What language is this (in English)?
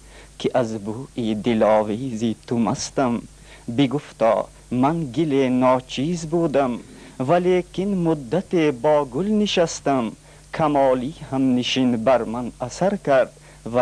Tajik